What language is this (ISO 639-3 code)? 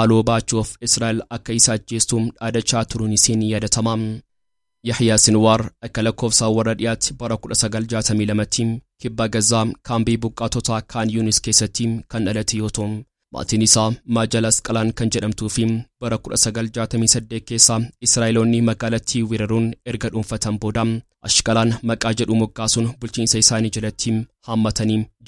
orm